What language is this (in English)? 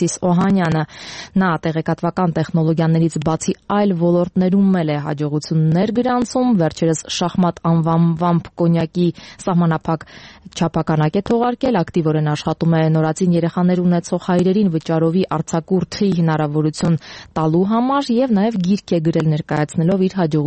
Armenian